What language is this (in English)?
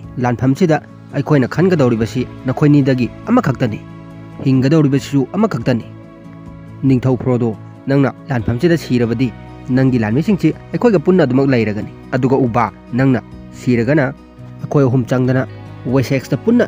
Manipuri